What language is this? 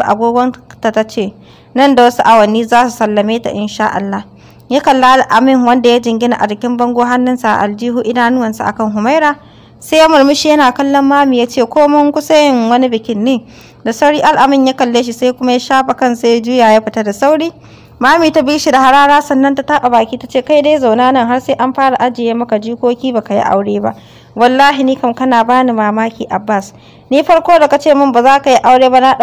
Hausa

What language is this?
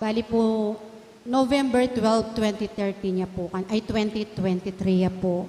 Pampanga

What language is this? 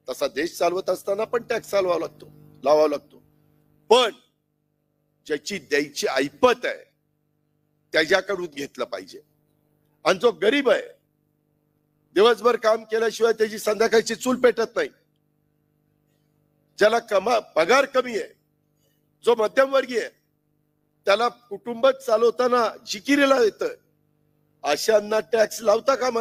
Marathi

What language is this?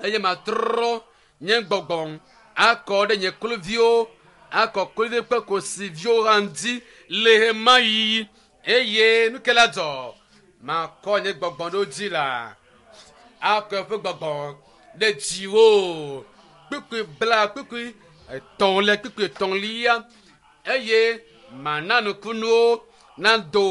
Ewe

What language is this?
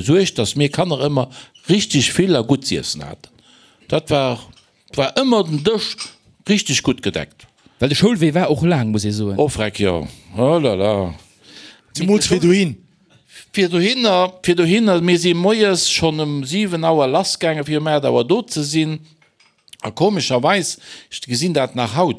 Luxembourgish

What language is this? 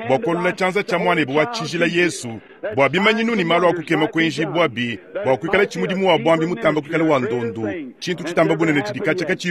Luba-Lulua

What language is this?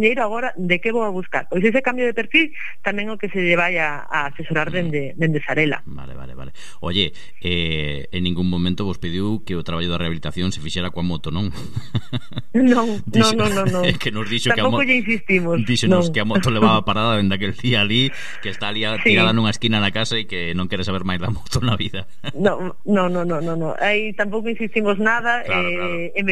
Galician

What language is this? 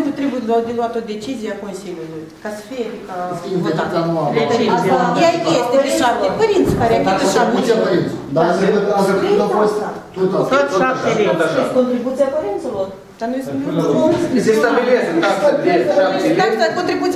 Romanian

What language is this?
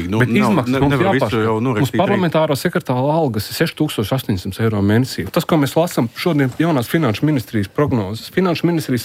Latvian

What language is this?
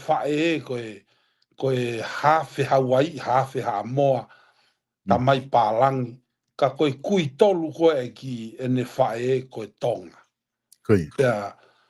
Tongan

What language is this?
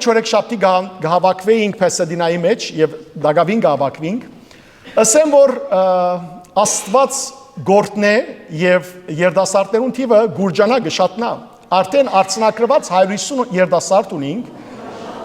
Western Armenian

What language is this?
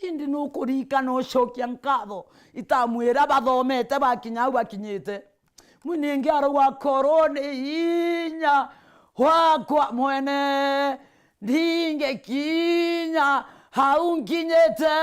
Meru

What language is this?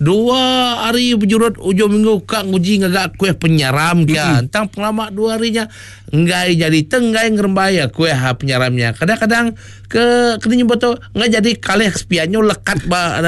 Iban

